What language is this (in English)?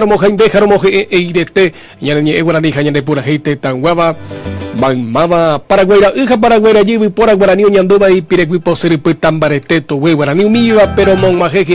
Guarani